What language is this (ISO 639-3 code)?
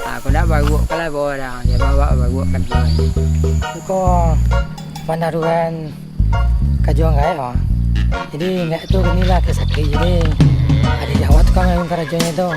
min